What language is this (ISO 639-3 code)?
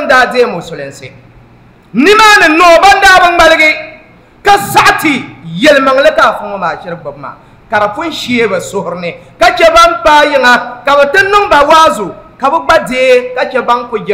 dag